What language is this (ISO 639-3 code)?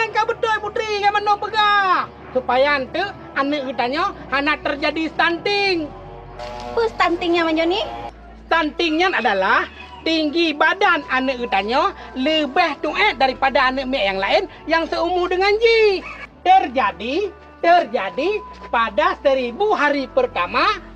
ace